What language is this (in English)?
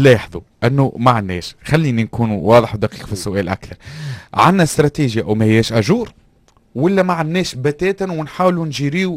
Tunisian Arabic